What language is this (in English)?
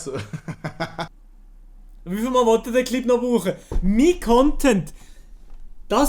Swiss German